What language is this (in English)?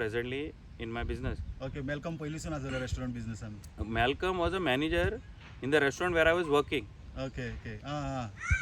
Konkani